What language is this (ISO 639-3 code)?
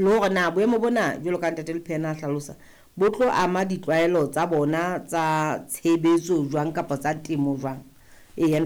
sot